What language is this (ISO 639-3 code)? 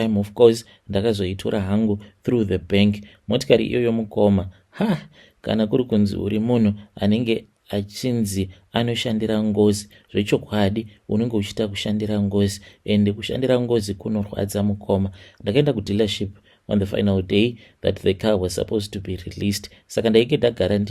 sna